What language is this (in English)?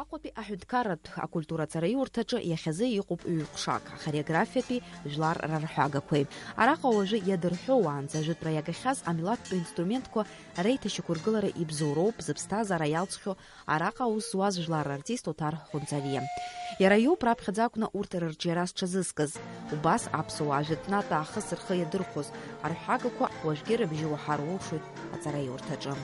Abkhazian